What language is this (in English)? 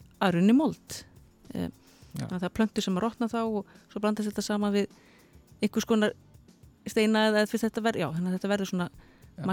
Icelandic